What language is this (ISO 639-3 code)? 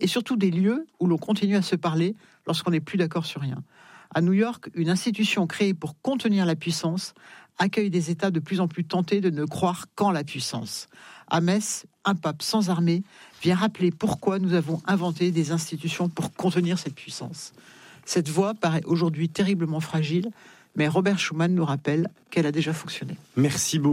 fra